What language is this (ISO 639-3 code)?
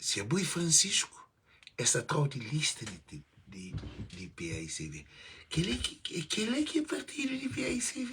kea